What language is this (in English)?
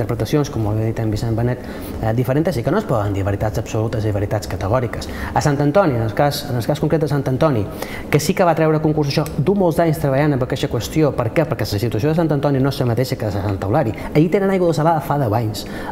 Catalan